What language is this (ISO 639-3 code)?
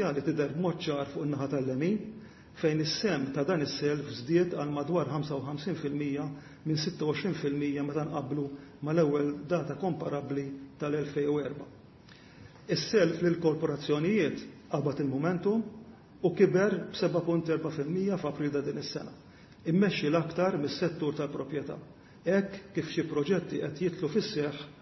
mlt